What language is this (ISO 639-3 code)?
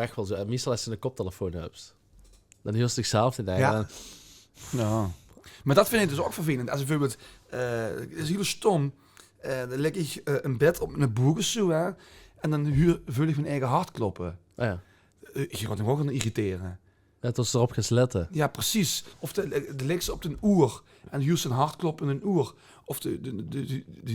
lim